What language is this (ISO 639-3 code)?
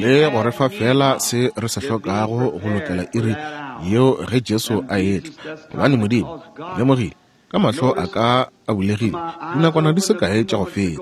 nso